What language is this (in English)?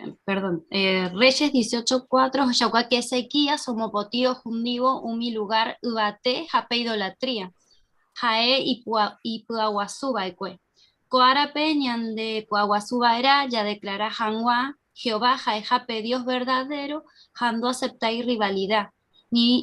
Guarani